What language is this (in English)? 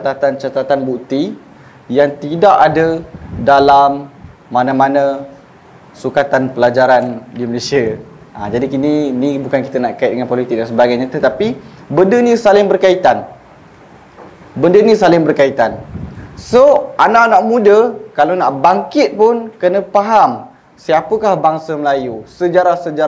Malay